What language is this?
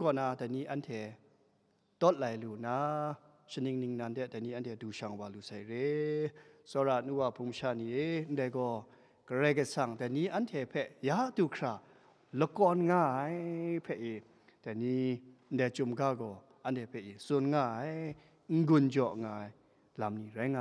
Kachin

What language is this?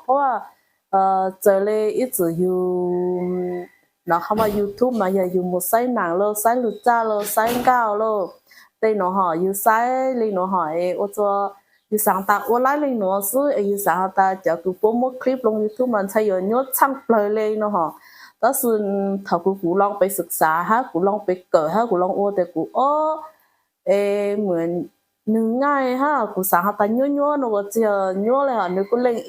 Hmong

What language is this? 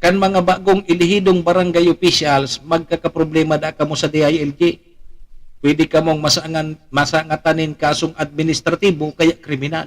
Bikol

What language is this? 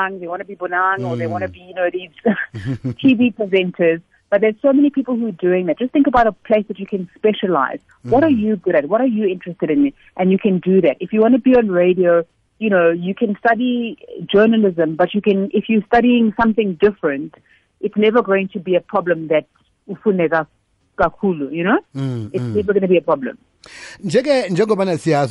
South Ndebele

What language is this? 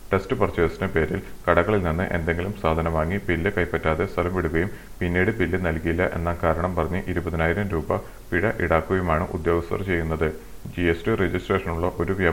Malayalam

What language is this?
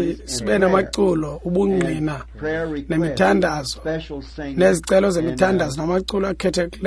Xhosa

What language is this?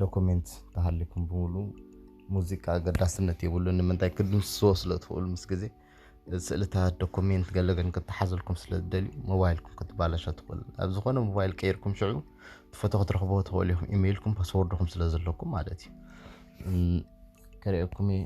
Tigrinya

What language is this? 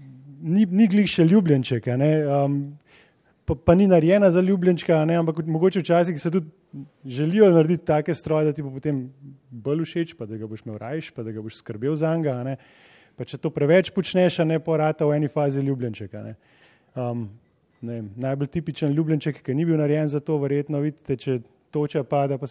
Slovenian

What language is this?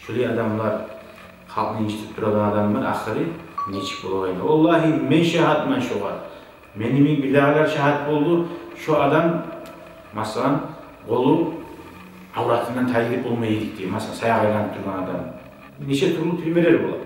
Kumyk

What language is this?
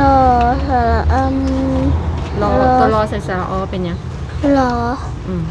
Northeastern Thai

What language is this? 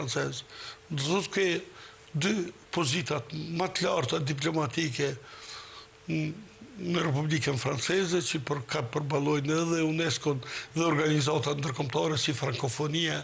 Albanian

